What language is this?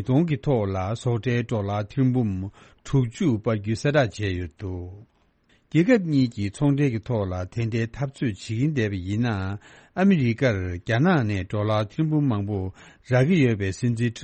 Tibetan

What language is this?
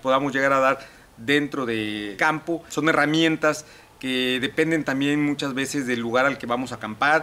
Spanish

